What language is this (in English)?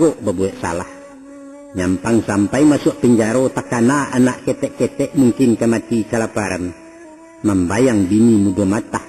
Minangkabau